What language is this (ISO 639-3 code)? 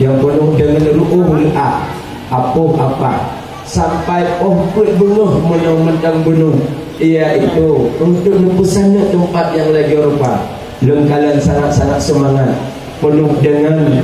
ace